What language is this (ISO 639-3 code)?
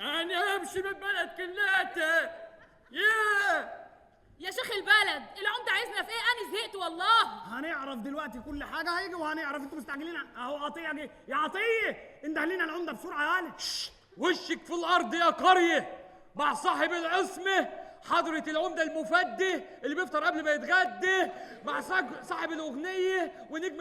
arz